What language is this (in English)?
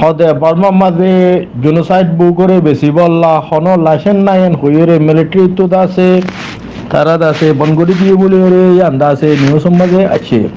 Rohingya